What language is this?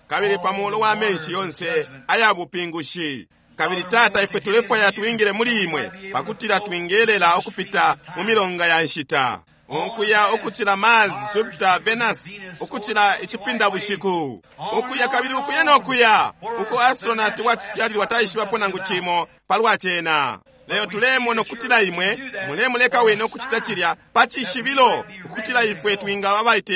Bemba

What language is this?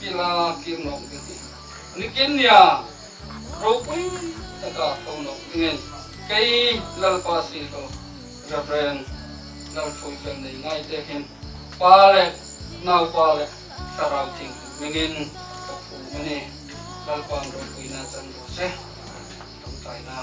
Hmar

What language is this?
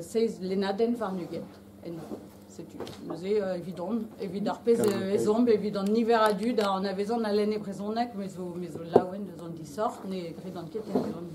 Breton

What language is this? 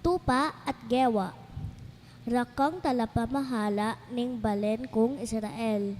Pampanga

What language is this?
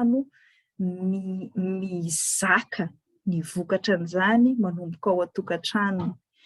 Malagasy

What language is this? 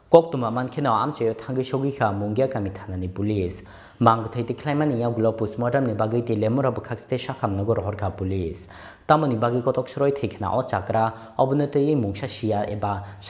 Kok Borok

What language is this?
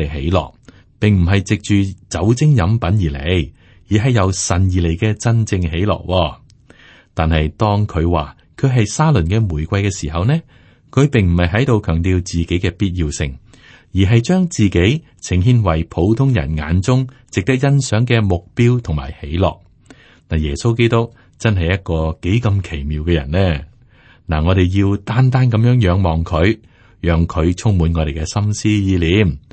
Cantonese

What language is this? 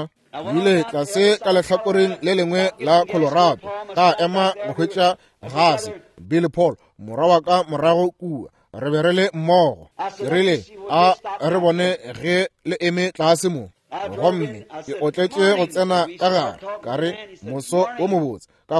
Northern Sotho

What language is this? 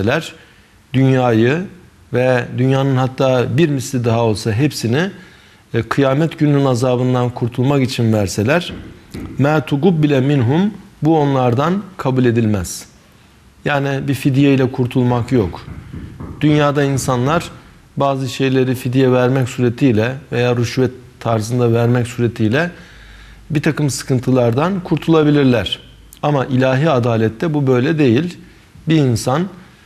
Turkish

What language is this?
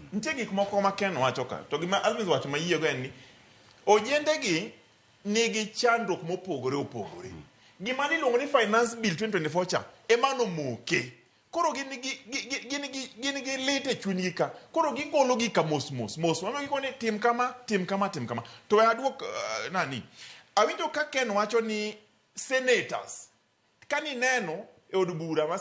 Luo (Kenya and Tanzania)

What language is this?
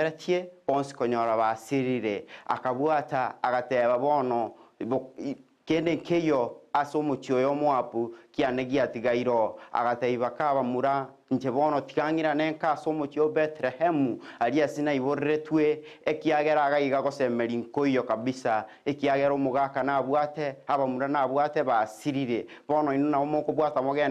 Gusii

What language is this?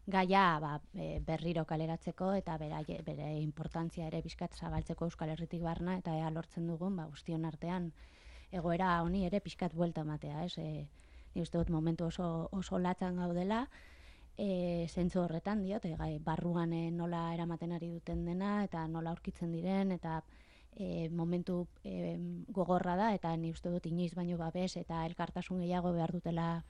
Basque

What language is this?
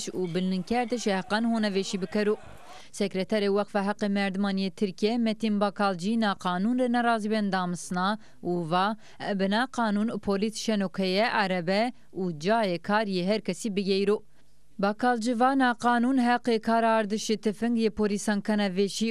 Zaza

